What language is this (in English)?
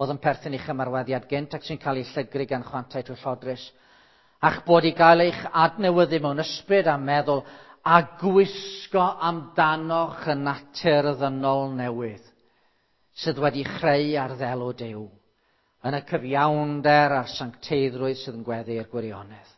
Welsh